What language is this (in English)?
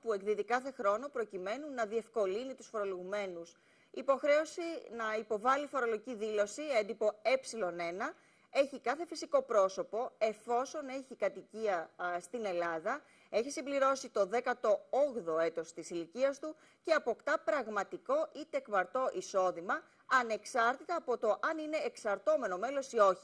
Greek